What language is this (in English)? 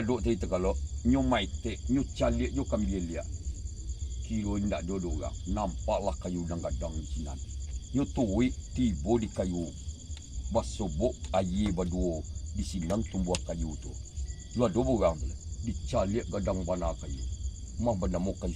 Minangkabau